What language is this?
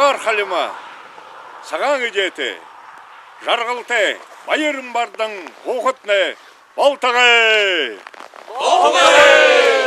Buriat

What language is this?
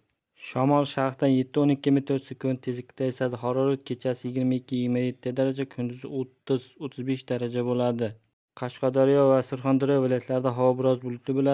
Uzbek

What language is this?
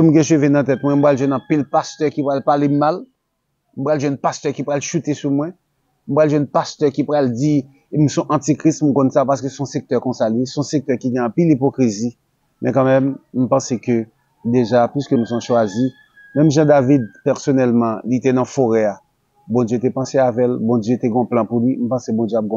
Haitian Creole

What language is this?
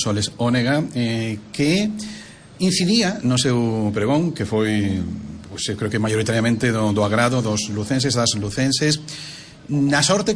Galician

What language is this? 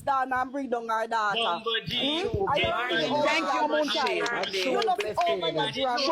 Jamaican Creole English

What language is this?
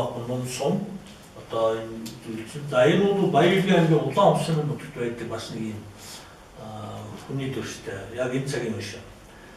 Mongolian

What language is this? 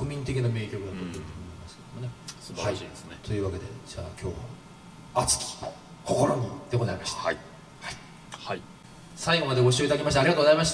Japanese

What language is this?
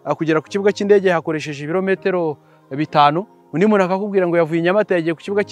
Kinyarwanda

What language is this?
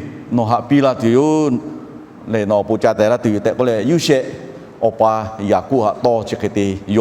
Lahu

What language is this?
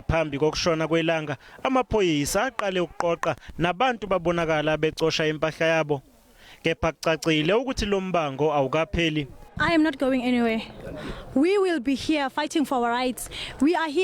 Zulu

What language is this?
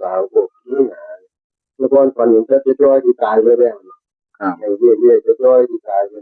Northeastern Thai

